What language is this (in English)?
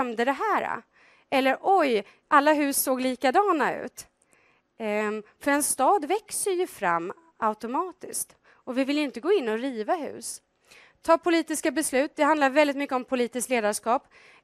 Swedish